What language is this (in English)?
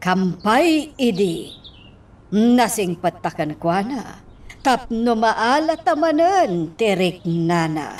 Iloko